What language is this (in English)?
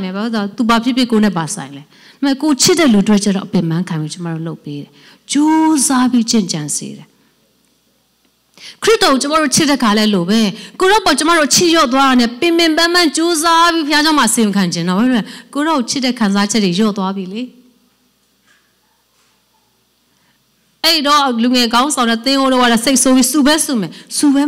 Burmese